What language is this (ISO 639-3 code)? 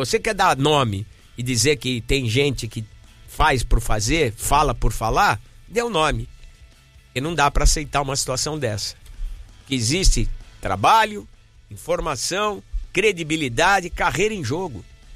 por